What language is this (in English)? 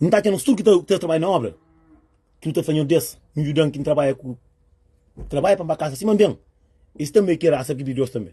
Kabuverdianu